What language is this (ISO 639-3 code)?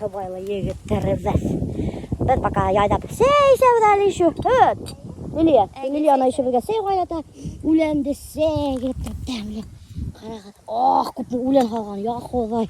bak